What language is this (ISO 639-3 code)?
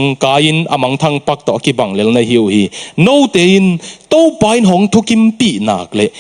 ctd